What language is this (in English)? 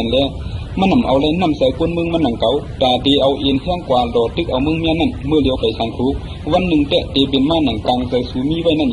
Shan